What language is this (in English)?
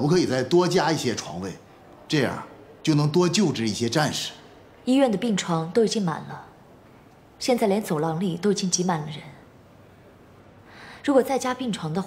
Chinese